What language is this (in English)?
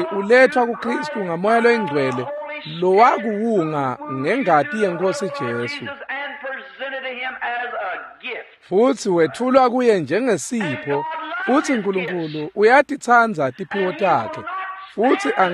Swati